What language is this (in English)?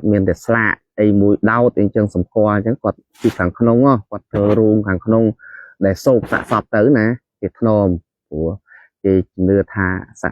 Khmer